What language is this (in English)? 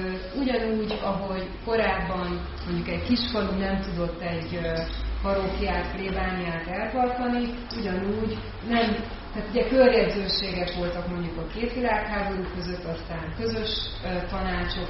Hungarian